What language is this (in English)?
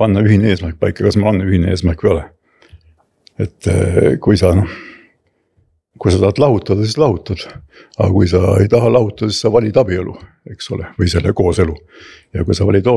Estonian